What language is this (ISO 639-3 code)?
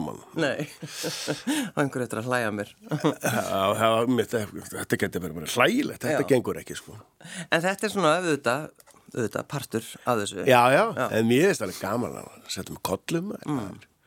isl